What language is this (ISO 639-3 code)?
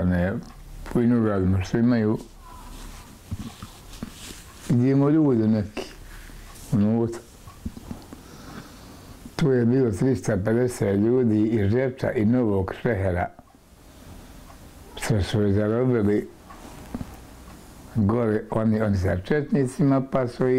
bos